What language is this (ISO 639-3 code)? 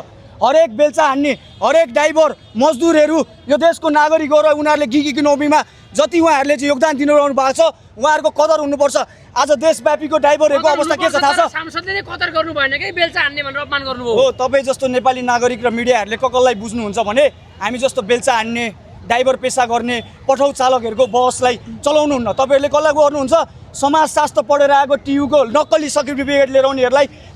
nep